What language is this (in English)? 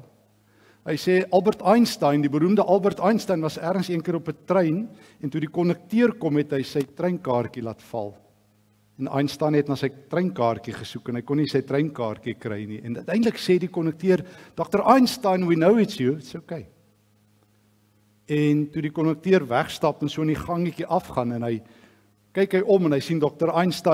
Afrikaans